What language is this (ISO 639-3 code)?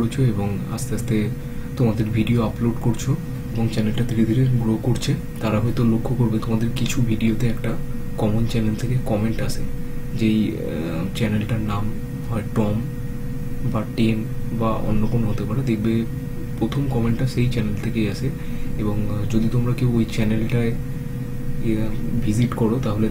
ben